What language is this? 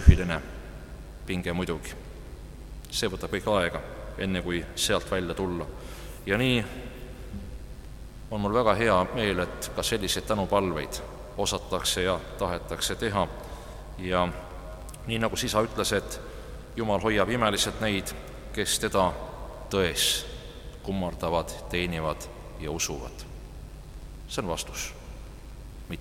Estonian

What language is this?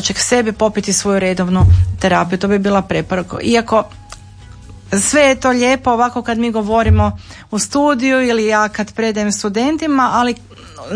Croatian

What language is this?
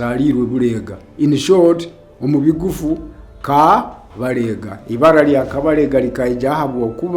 Nyoro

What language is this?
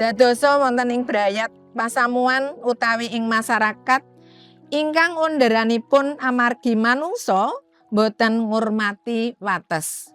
Javanese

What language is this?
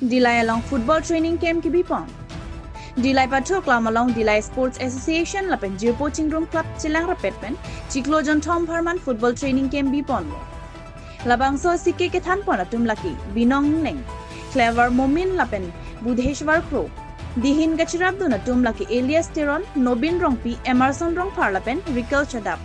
Karbi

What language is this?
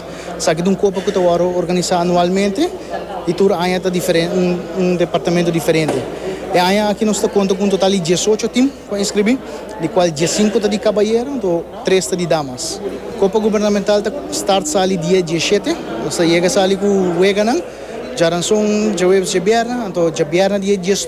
Papiamento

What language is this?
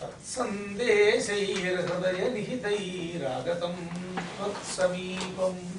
Sanskrit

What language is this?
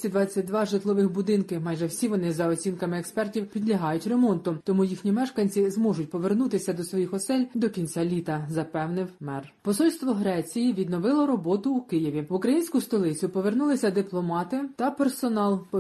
Ukrainian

